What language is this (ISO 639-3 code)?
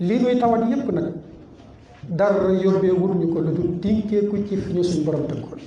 wol